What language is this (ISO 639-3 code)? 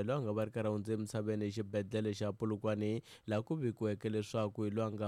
tso